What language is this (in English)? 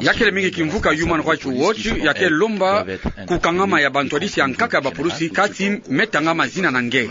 Kituba (Democratic Republic of Congo)